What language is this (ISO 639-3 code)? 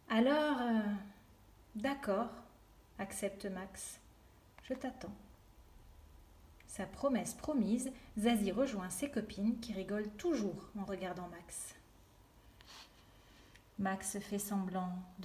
fra